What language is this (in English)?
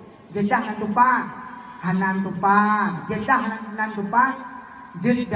Achinese